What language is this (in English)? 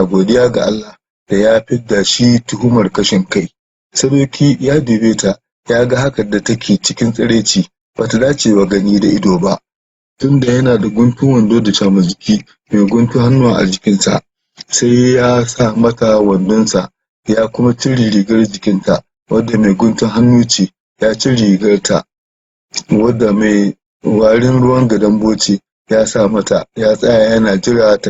Hausa